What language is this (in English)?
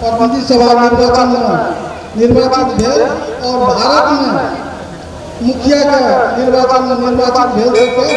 Maithili